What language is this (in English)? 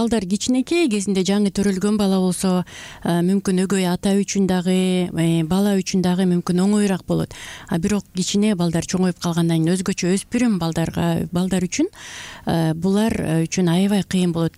Kyrgyz